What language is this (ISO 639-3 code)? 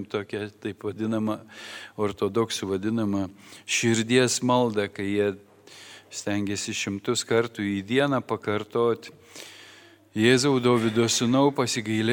lit